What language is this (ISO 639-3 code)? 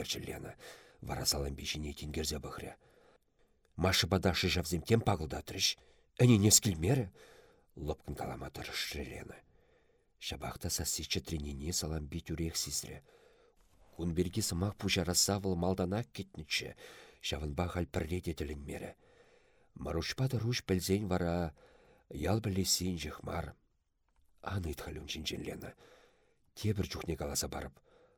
chv